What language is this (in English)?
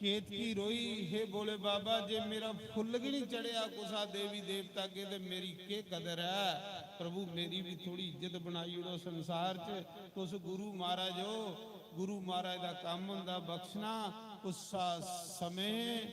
Dogri